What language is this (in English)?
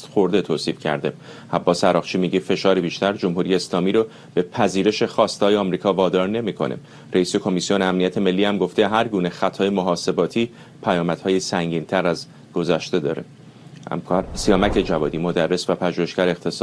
Persian